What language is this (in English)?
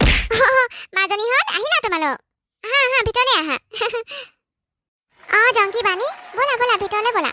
Assamese